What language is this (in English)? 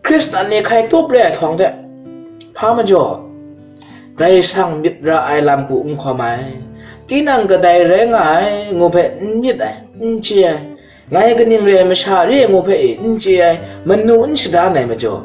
Kachin